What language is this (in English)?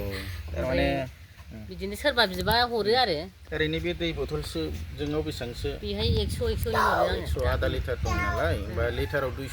Bodo